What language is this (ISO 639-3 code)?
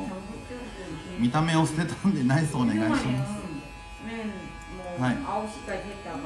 jpn